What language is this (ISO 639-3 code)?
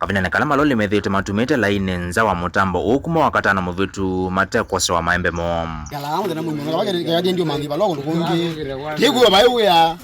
kam